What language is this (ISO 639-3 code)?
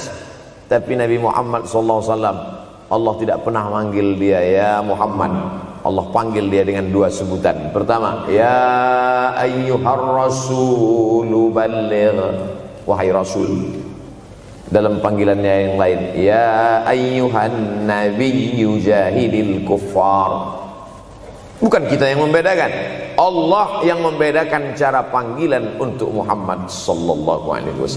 ind